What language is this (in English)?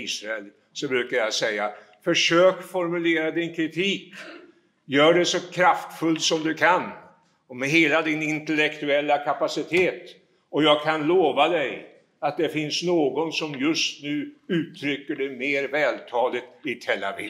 Swedish